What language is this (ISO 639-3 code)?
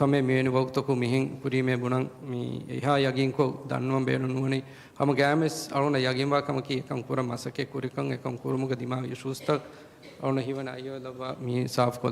div